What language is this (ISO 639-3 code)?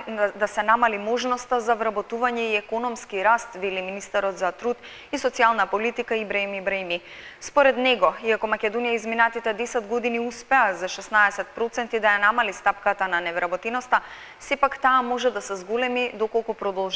mkd